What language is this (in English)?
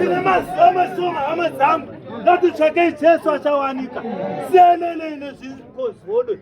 Shona